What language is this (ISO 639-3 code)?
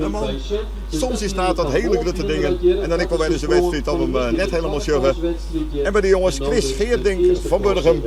fry